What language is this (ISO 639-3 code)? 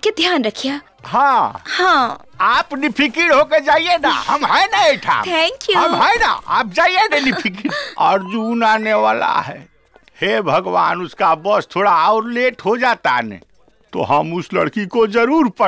bho